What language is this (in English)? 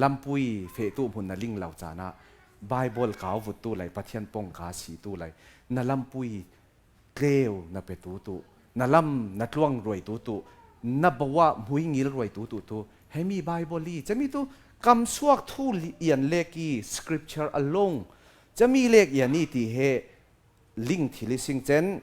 Falam Chin